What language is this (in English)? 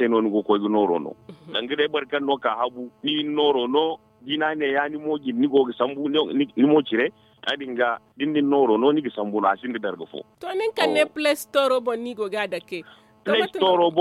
Zarma